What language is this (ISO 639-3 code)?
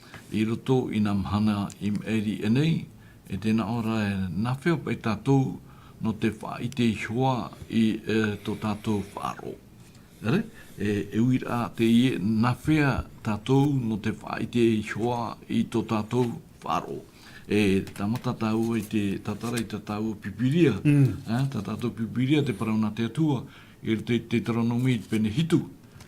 tah